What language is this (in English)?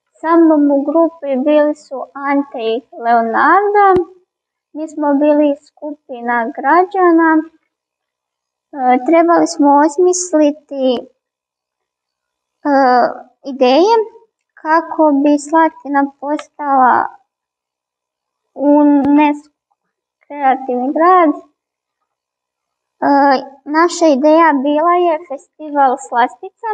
Croatian